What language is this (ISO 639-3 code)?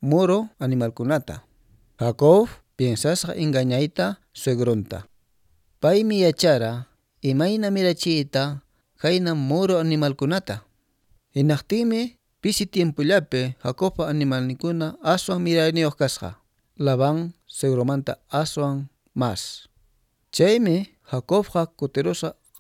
que